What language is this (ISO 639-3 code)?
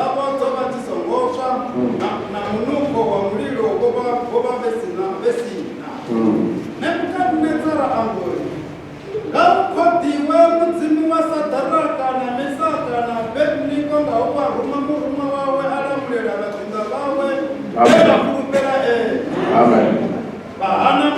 ven